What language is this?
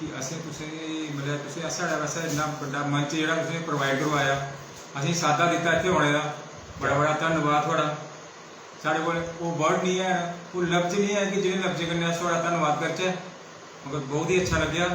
Dogri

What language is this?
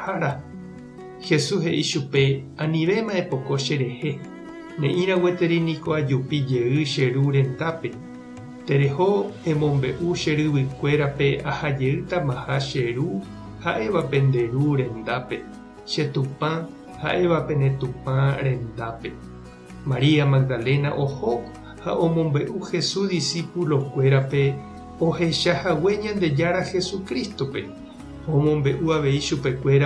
Guarani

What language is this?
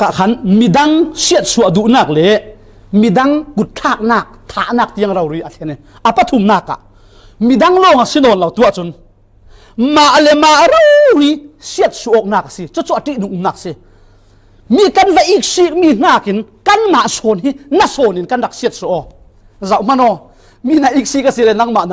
Falam Chin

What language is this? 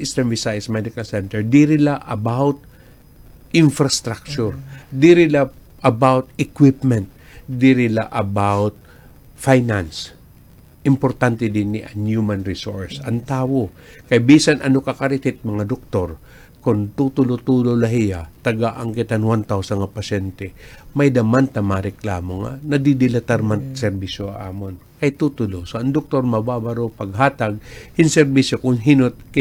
Waray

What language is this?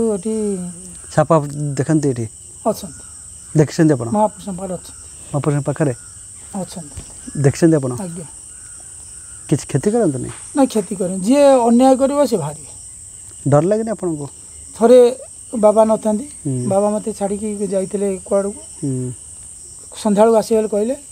Odia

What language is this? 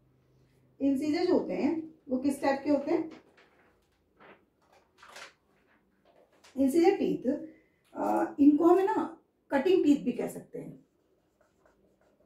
Hindi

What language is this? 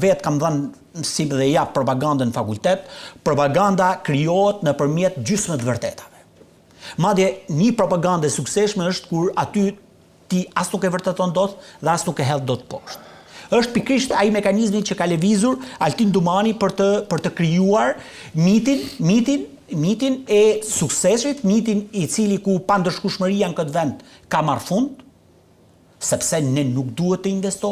Albanian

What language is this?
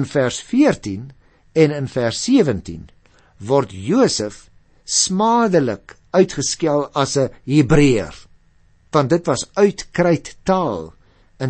Afrikaans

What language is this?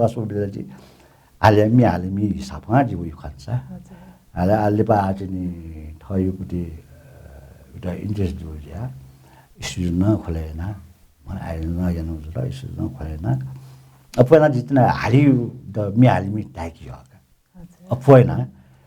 Newari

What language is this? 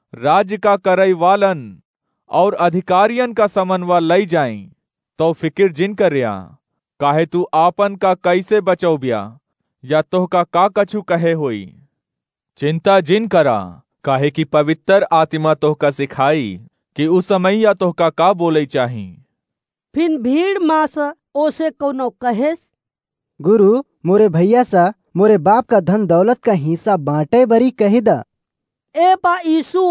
Awadhi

